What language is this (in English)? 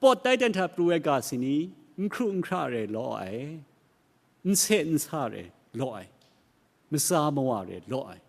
Kachin